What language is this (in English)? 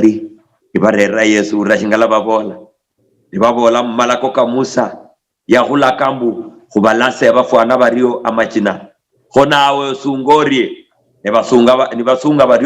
Luyia